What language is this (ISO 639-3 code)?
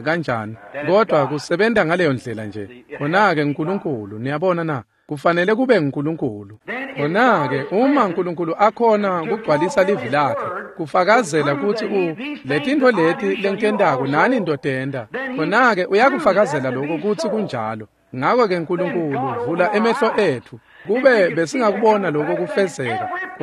ssw